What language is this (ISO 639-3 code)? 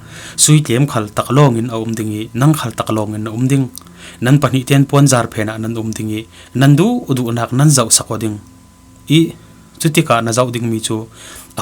cfm